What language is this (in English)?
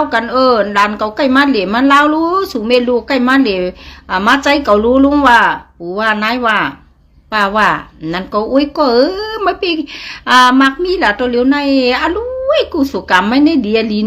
Shan